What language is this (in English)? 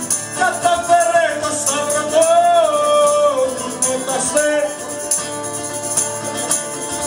Greek